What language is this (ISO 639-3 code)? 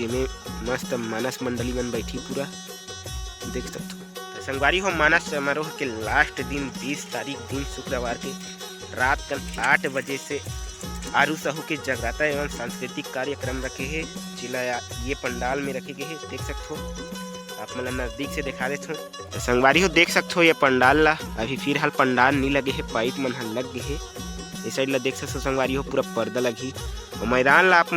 hne